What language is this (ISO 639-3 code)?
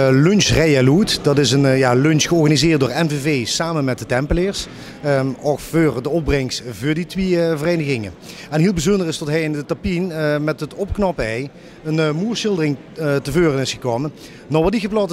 lim